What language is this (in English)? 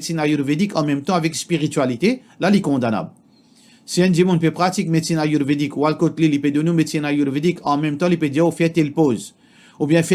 Morisyen